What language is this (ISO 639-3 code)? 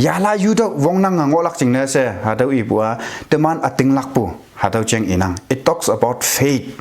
nbe